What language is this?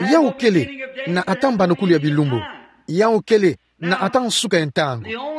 Kituba (Democratic Republic of Congo)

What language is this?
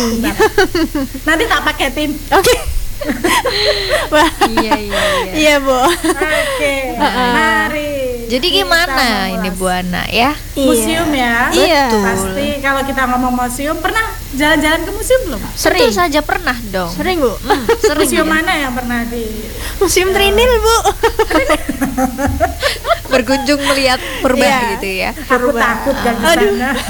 Indonesian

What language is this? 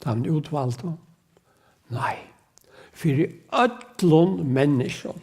Faroese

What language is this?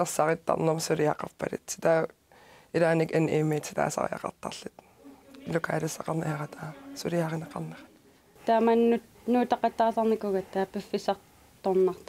Kalaallisut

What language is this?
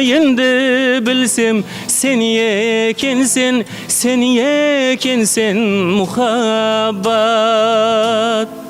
Kara-Kalpak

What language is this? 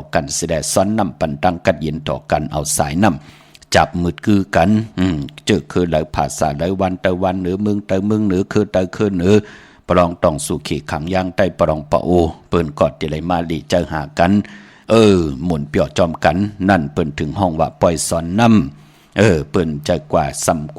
Shan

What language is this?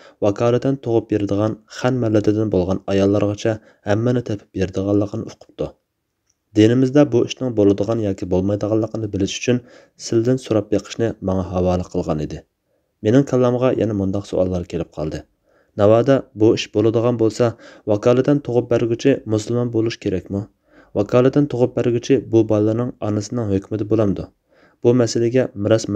Uyghur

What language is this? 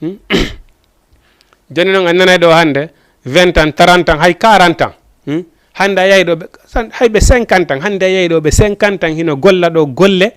Fula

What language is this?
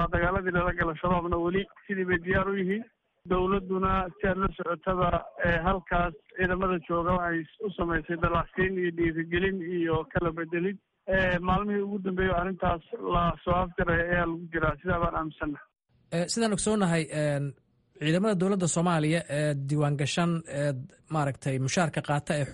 Somali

